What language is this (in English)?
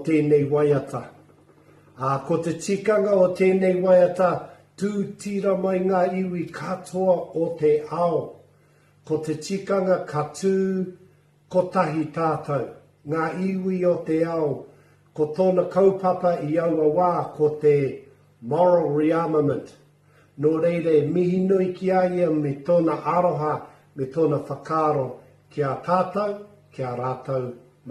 Māori